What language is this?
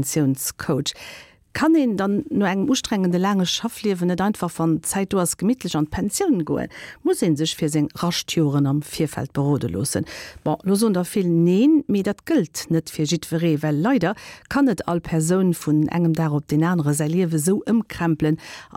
Luxembourgish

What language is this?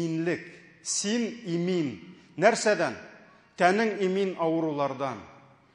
Tatar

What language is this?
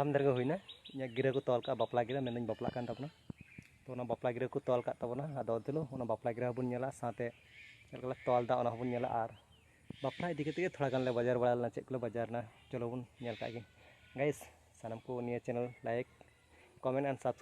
Santali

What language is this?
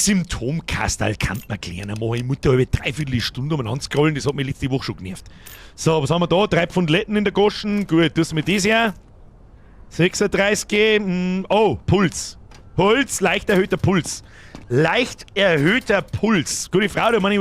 Bavarian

